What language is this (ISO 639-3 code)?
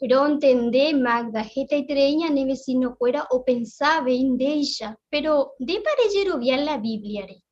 grn